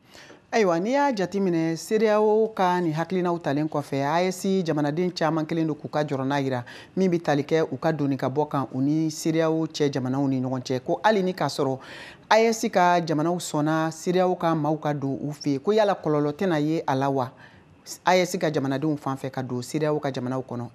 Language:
Bambara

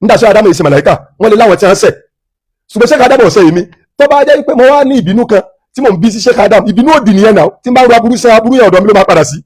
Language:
Yoruba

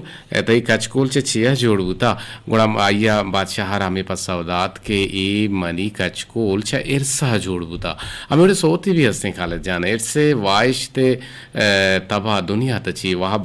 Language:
Eastern Balochi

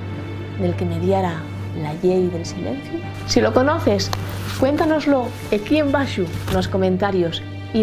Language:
Asturian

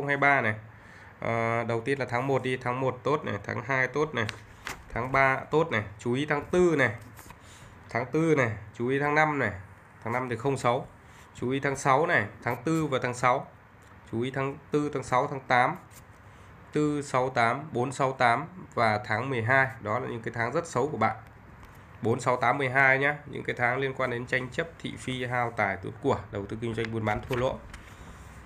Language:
Vietnamese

